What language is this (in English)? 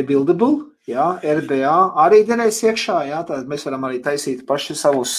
Latvian